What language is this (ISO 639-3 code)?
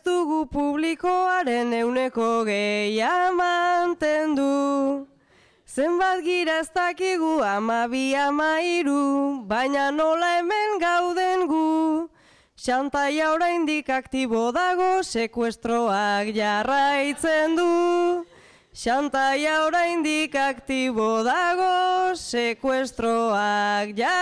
eus